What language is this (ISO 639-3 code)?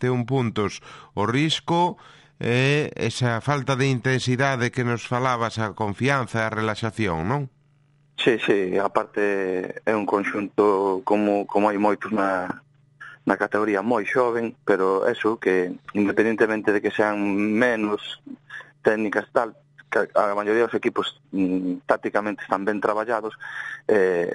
glg